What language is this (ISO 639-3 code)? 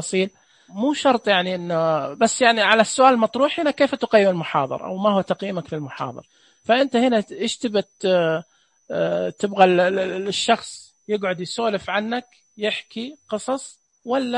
ars